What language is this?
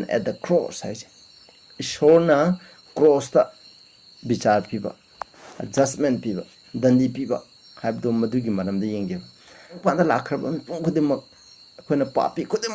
Manipuri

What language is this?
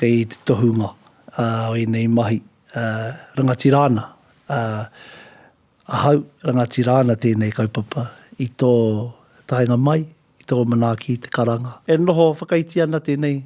Māori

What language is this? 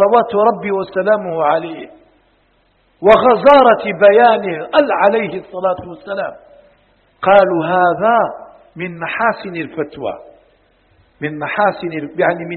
Arabic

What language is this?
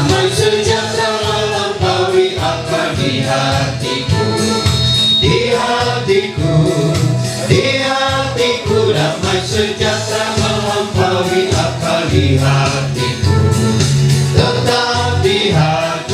Ma'anyan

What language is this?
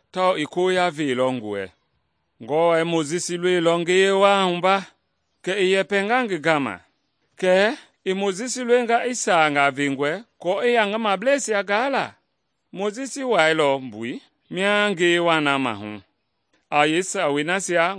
Mende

